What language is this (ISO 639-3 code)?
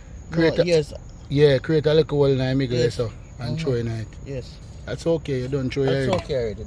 jam